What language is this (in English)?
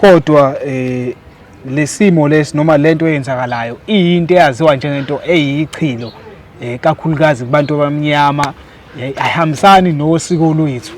Zulu